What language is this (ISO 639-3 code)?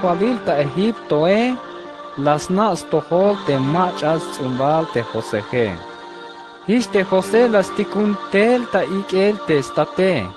tzh